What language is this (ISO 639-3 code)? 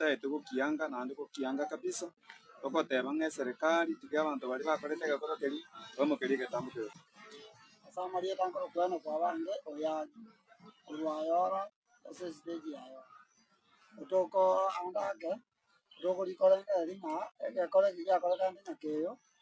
guz